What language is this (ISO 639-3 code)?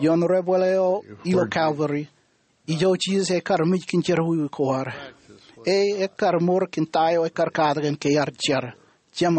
mah